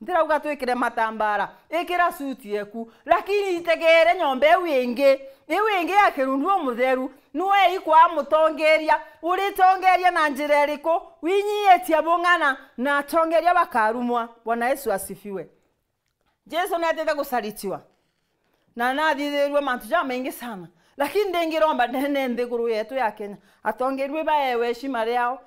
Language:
Meru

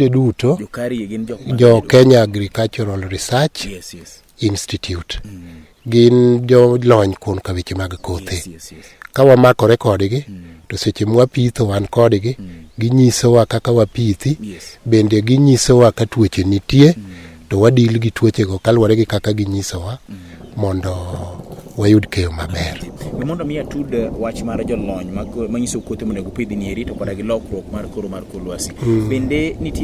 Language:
Luo (Kenya and Tanzania)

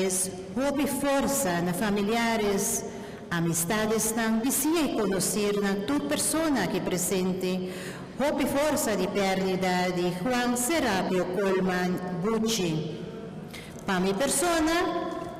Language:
Papiamento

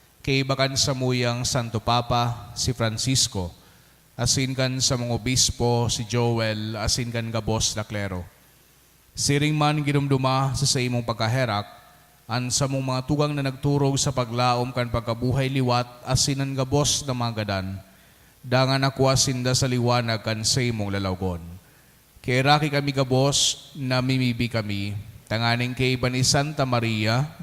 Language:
Bikol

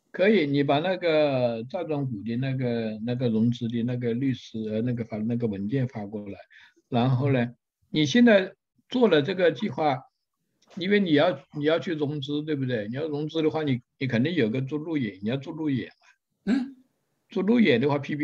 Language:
Chinese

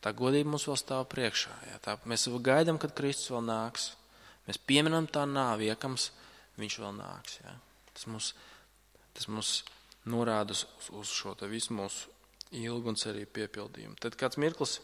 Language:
Latvian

